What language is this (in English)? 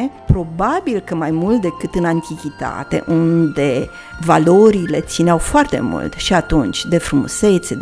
Romanian